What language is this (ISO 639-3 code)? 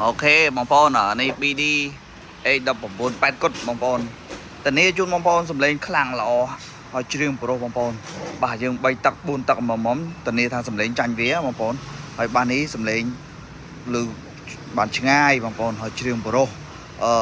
khm